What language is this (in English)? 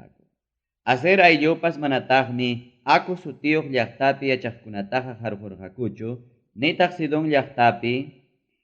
Ayacucho Quechua